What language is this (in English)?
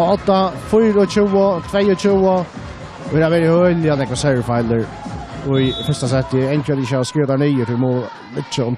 Faroese